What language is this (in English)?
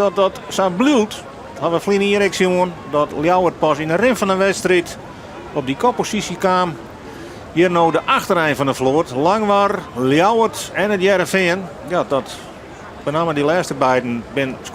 Western Frisian